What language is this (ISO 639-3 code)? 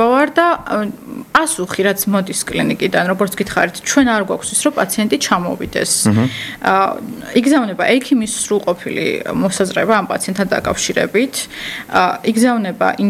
kat